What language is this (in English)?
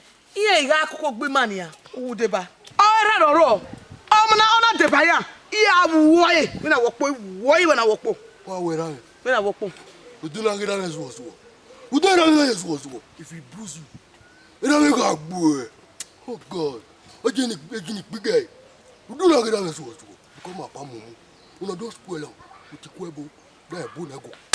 Bini